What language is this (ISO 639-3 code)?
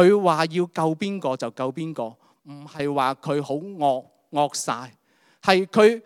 yue